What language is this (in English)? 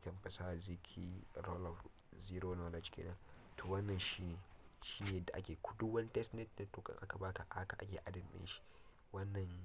Hausa